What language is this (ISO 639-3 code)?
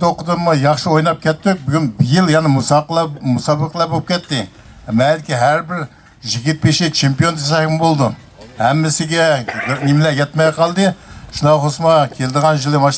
uig